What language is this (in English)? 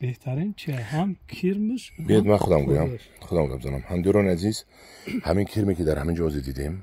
Tajik